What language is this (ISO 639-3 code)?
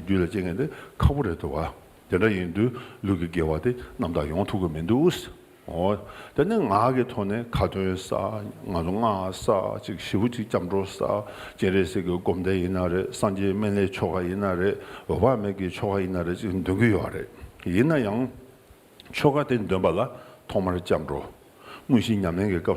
bod